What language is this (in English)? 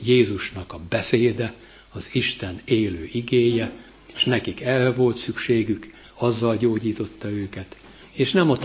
Hungarian